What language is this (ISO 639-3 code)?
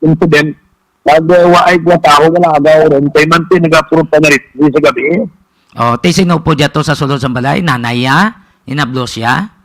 hil